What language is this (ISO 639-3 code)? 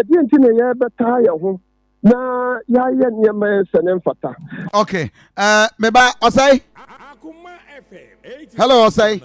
aka